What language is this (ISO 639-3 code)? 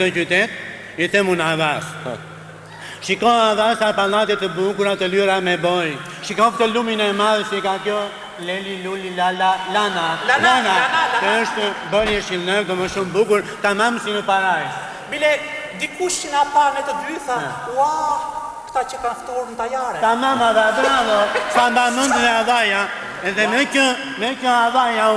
sqi